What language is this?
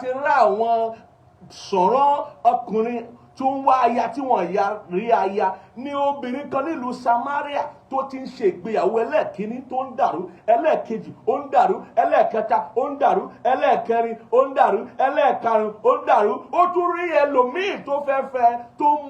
Yoruba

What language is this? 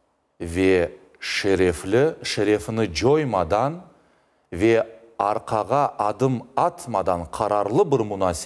Crimean Tatar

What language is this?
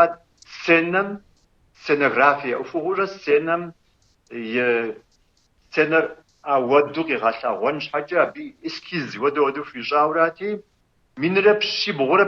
Kabardian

